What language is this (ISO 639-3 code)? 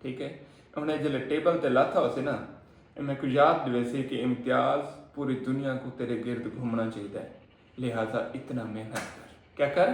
skr